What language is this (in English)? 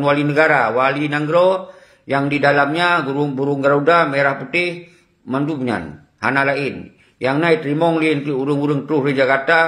Achinese